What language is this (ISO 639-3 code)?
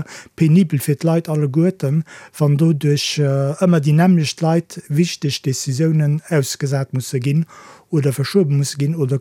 ltz